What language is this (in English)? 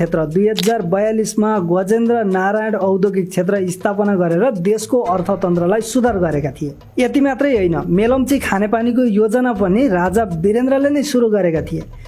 Nepali